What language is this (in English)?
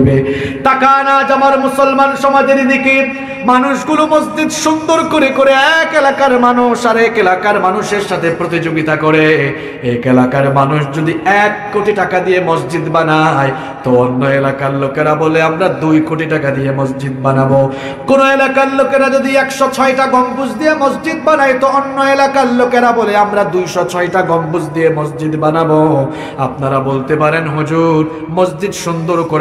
Bangla